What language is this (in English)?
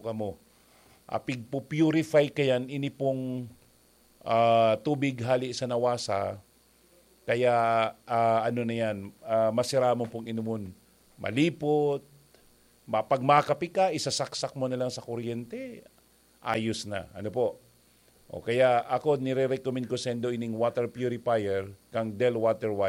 Bikol